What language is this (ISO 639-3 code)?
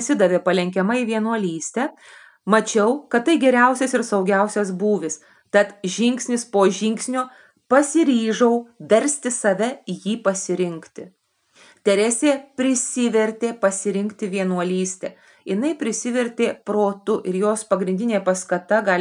lit